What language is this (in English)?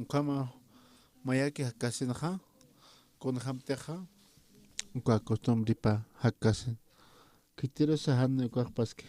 Aymara